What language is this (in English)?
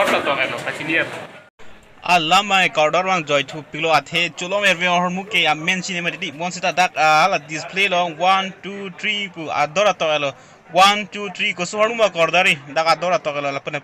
Karbi